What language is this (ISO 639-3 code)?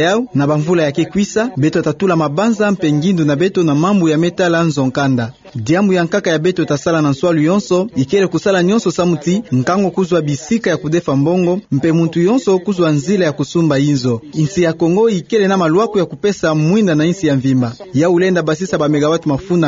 ktu